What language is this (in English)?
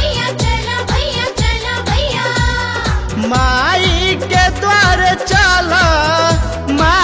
Bhojpuri